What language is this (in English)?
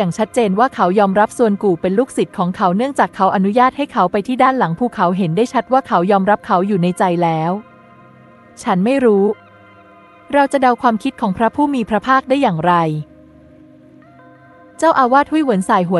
Thai